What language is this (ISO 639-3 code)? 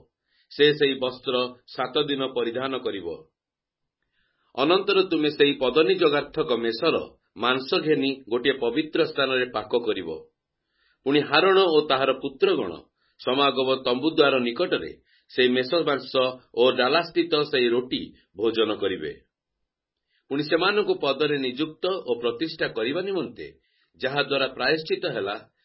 ori